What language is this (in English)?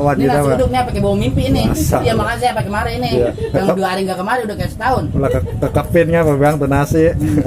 Betawi